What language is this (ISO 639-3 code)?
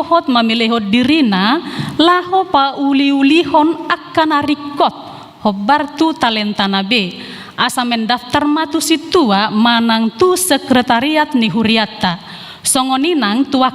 bbc